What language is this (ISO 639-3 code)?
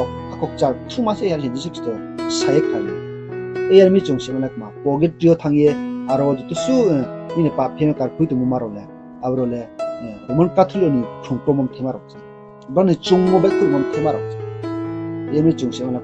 ria